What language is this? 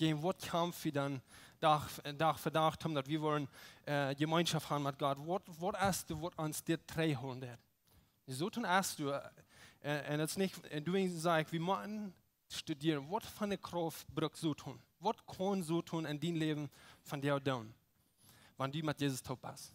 Plautdietsch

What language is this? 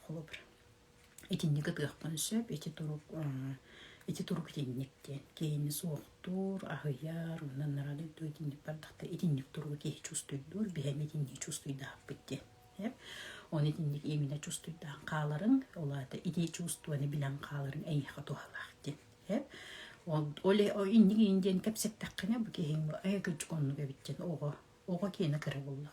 Yakut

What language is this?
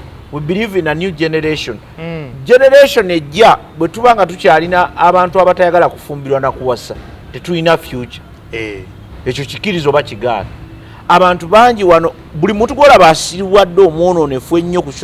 Ganda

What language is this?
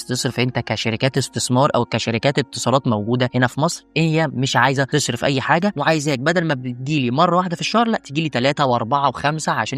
Egyptian Arabic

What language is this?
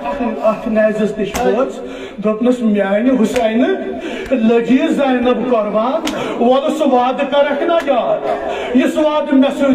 Kashmiri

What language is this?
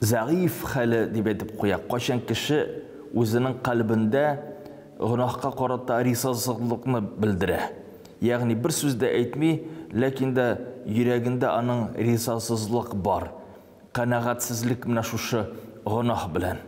Tatar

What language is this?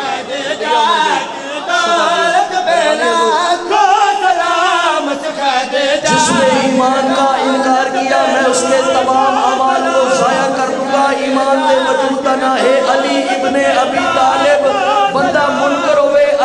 Urdu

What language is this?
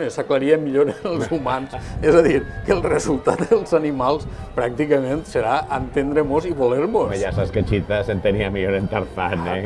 Catalan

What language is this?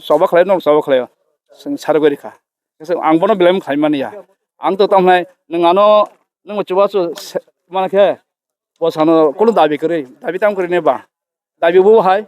Kok Borok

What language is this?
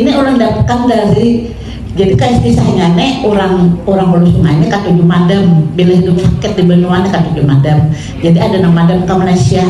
Banjar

